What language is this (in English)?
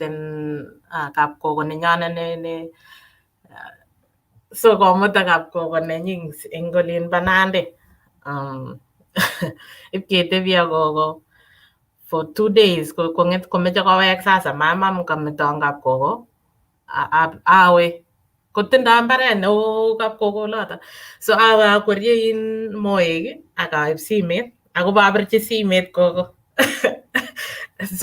Kalenjin